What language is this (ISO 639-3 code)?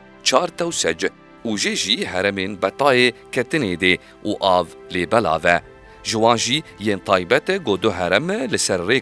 kur